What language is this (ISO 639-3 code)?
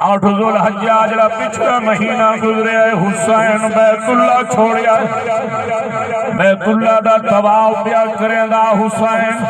skr